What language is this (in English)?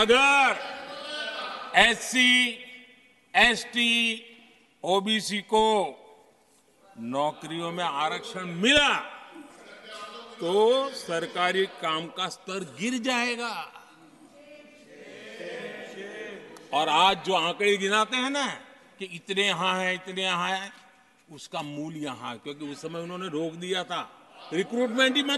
Hindi